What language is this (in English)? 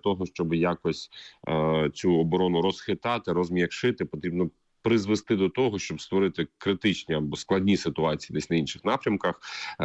Ukrainian